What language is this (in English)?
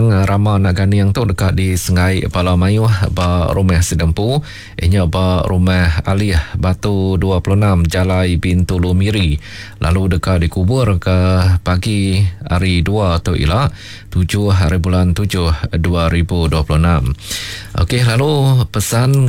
Iban